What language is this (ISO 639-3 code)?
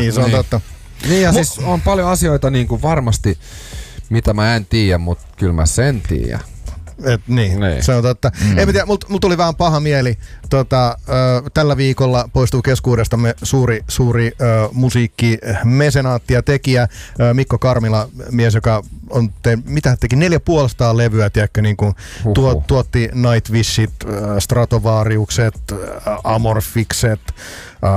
fin